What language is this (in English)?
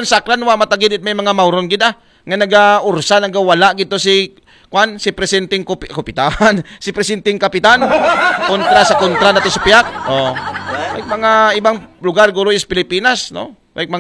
Aklanon